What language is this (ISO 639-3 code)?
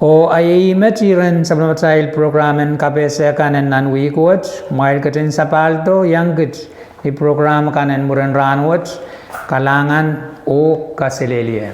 pon